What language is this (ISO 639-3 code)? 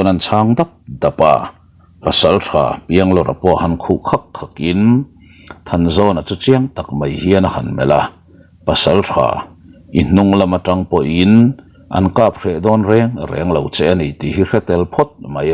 lus